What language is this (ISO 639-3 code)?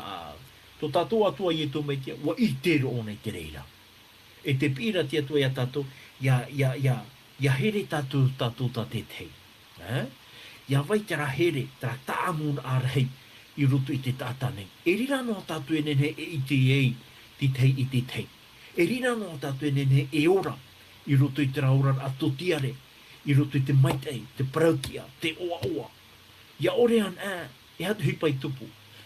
tah